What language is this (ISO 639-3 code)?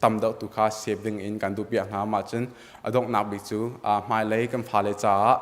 cnh